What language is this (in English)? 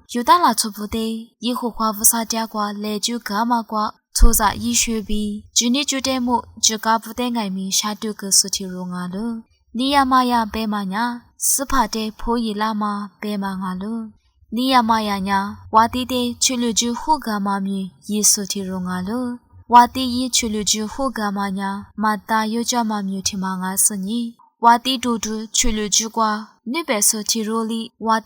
Lisu